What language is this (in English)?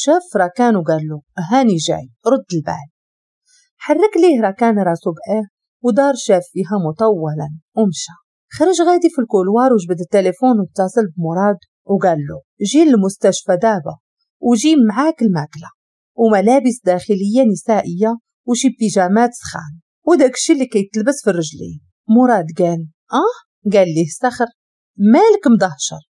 Moroccan Arabic